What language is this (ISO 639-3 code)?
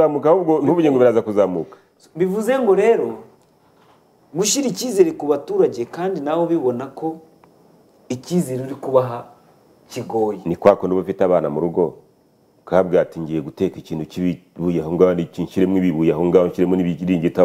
kin